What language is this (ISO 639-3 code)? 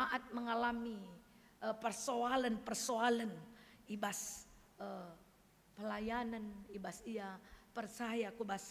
btx